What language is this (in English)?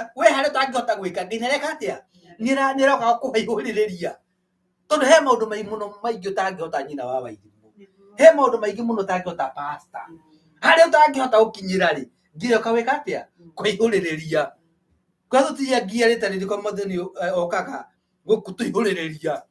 Kikuyu